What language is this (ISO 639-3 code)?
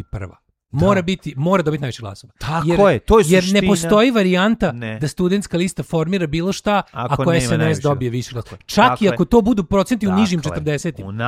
srp